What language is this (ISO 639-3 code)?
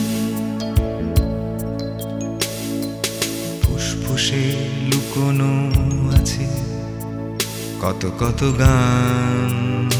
ben